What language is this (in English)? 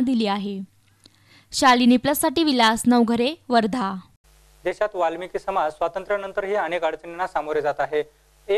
Marathi